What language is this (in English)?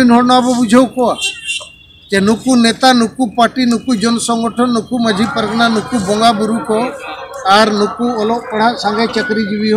Santali